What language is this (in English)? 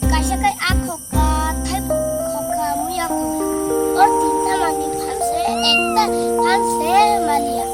Kok Borok